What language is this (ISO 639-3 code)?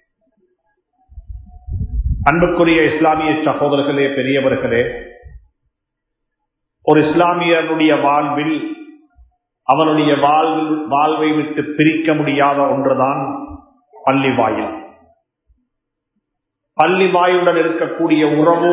tam